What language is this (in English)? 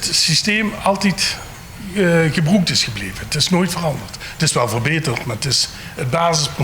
Limburgish